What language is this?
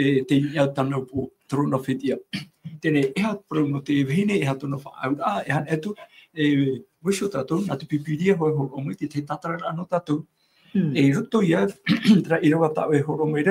Tahitian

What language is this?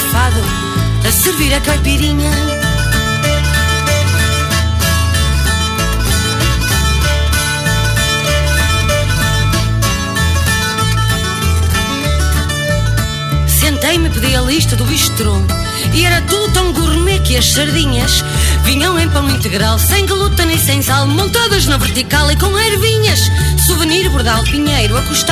Portuguese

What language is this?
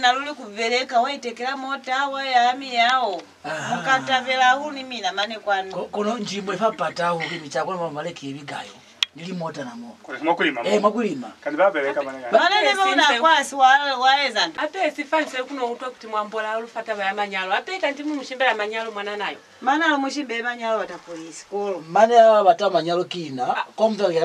Lozi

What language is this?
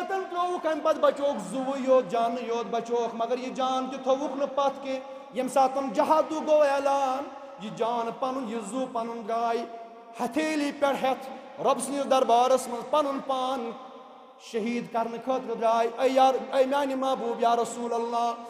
Kashmiri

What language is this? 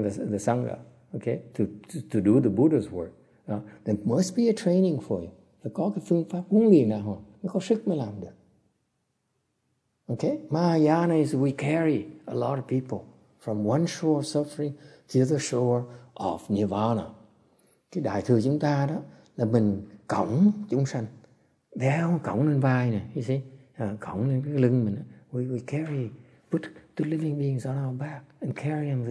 Vietnamese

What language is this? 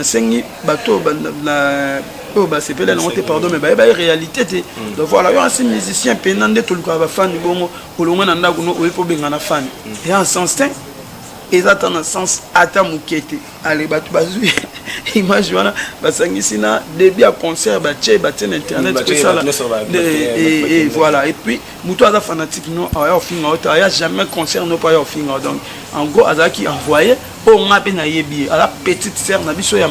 Lingala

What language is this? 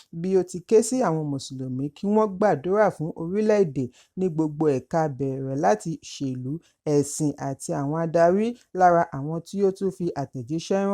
Yoruba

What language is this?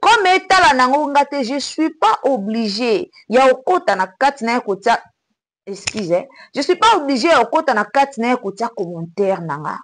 Lingala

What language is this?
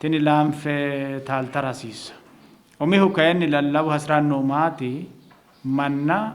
Sidamo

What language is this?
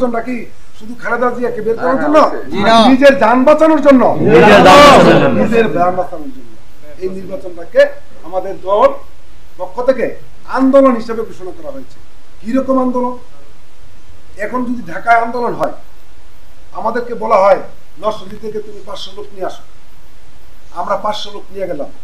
Bangla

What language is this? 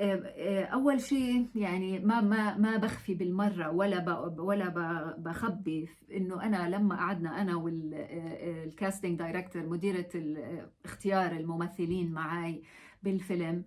North Levantine Arabic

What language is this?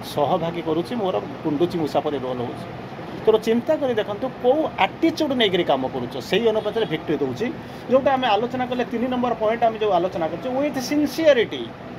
Odia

